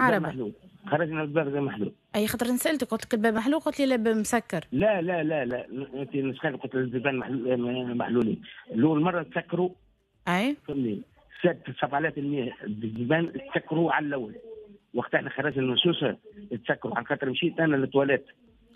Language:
Tunisian Arabic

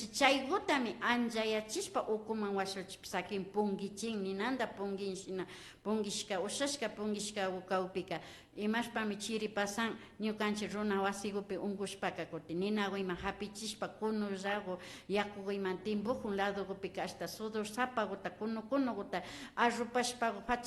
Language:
Imbabura Highland Quichua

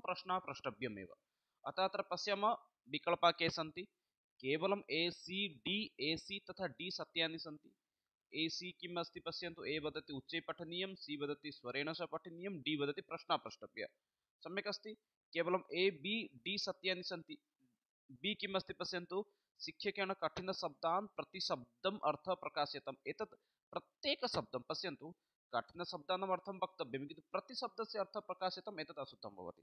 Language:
Sanskrit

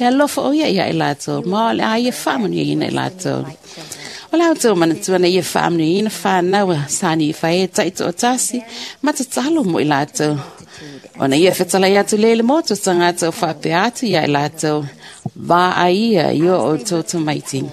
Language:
Samoan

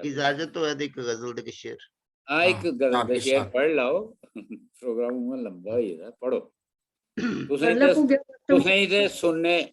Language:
Dogri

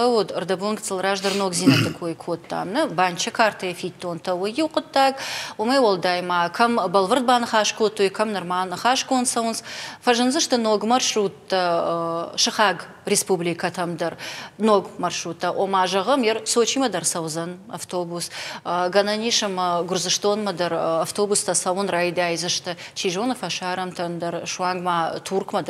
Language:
Ossetic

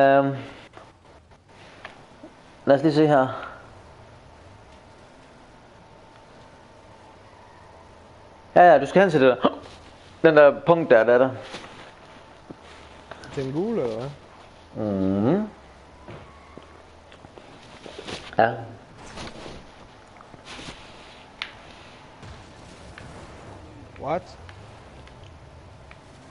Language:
Danish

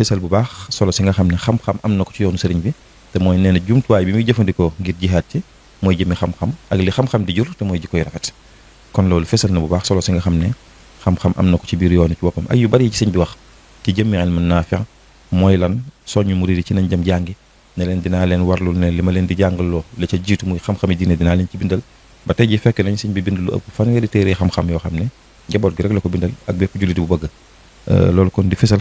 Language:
Wolof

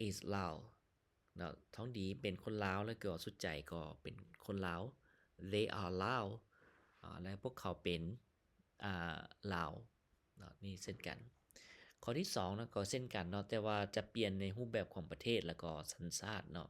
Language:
Lao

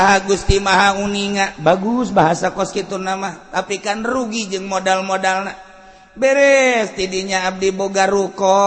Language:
Sundanese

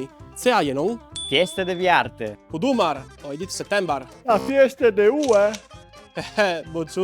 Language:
Friulian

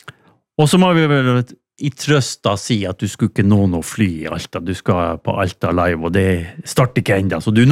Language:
Norwegian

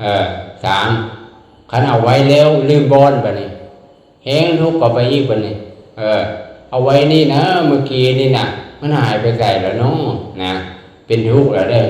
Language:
Lao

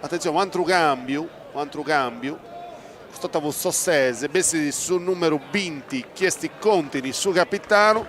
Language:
Sardinian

